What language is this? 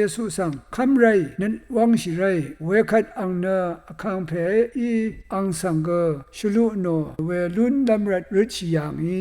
Rawang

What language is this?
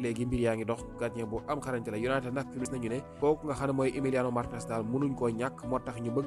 Wolof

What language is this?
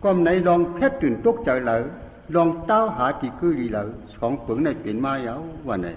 Shan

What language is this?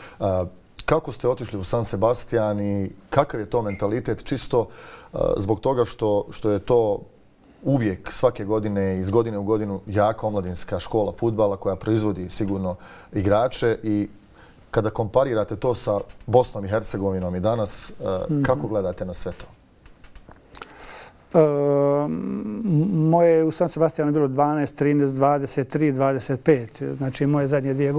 Bosnian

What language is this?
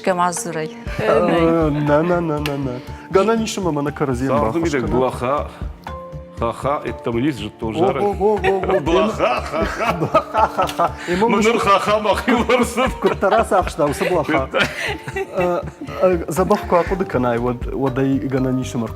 Ossetic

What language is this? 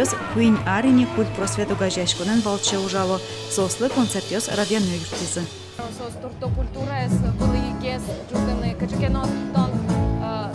Udmurt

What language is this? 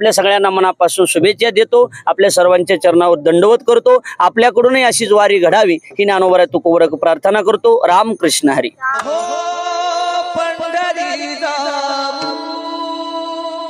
Marathi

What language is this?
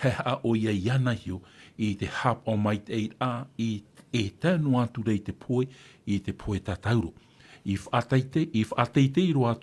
Tahitian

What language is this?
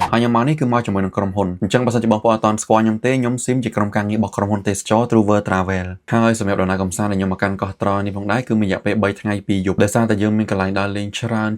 Khmer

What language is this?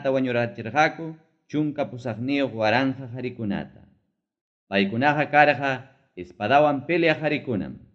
Ayacucho Quechua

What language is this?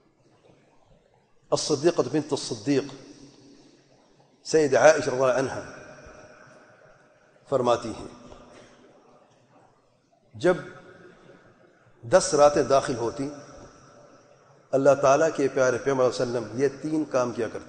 Urdu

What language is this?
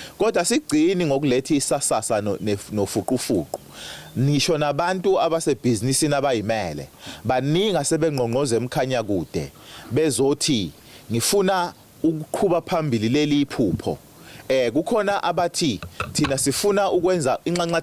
Zulu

